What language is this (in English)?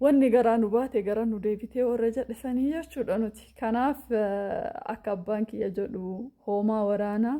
Oromo